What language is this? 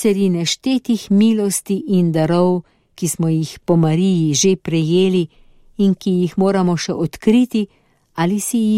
Slovenian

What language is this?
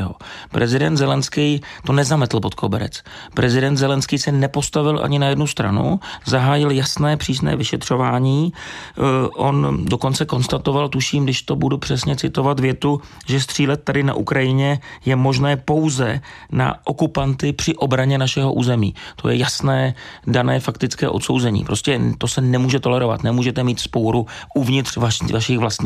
Czech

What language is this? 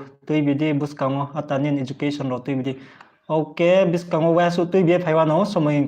Riang (India)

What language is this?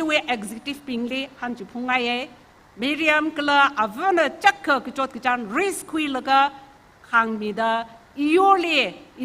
Tangkhul Naga (India)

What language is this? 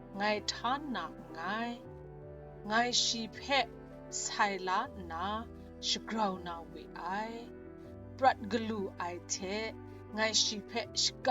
Kachin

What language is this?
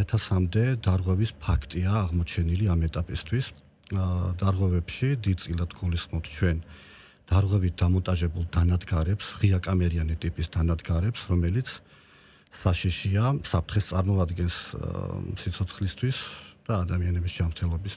Georgian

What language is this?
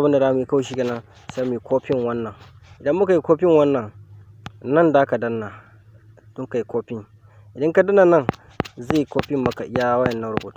Hausa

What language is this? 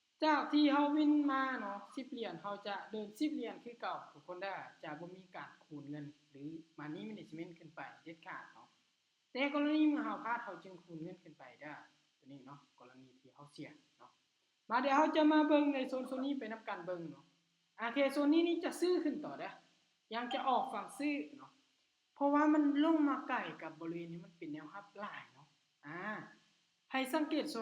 Lao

